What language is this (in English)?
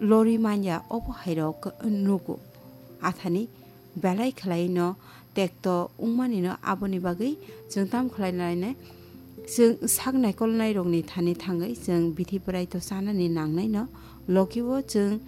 Kok Borok